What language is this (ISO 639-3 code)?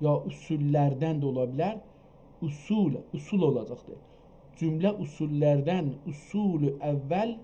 azb